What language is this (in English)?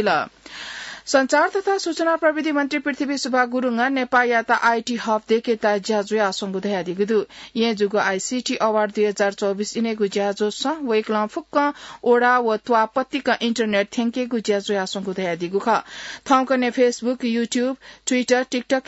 Newari